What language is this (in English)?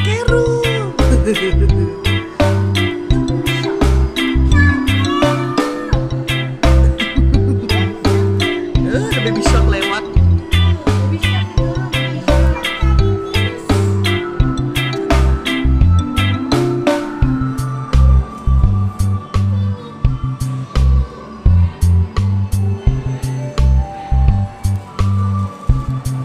Indonesian